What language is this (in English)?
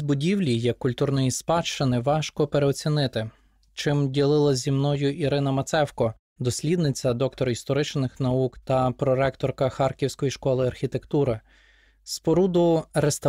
Ukrainian